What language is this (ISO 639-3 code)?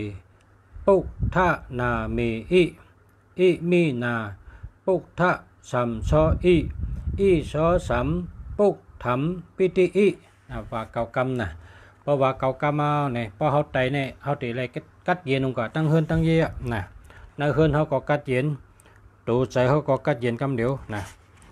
shn